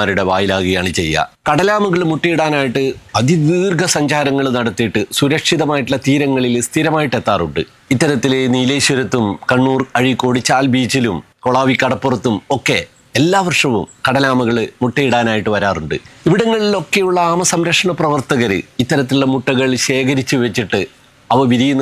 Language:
Malayalam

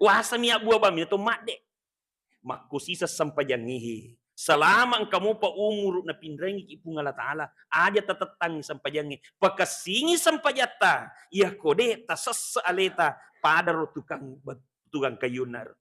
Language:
Buginese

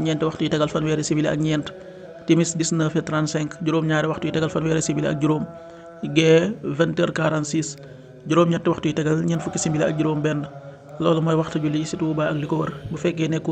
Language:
Wolof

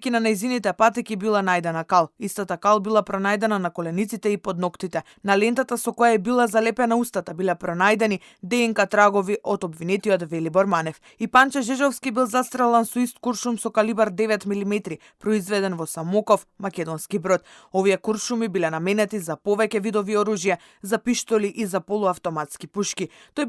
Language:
Macedonian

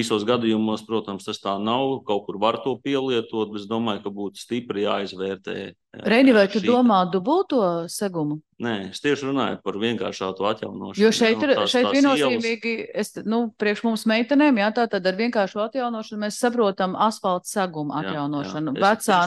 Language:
Latvian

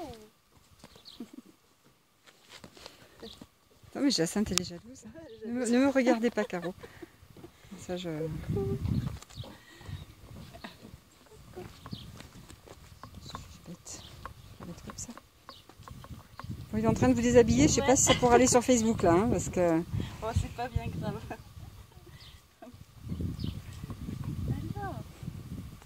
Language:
French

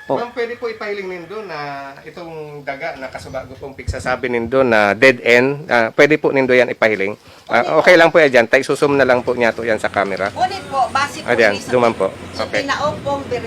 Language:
Bikol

